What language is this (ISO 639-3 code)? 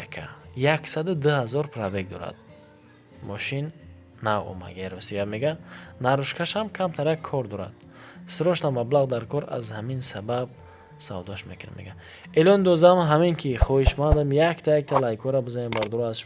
tgk